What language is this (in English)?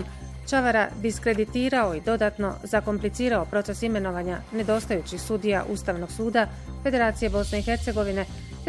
Bosnian